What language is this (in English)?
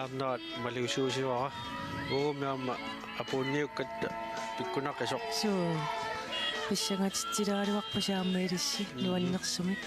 Kalaallisut